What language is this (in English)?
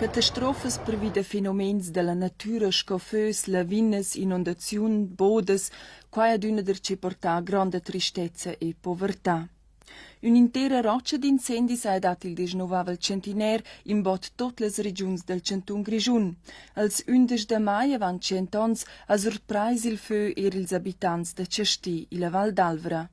Romansh